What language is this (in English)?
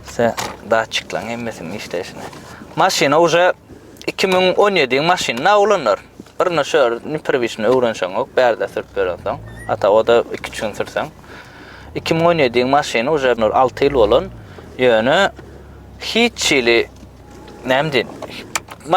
Turkmen